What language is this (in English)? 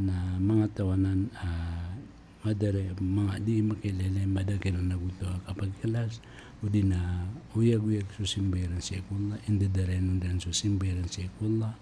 Maranao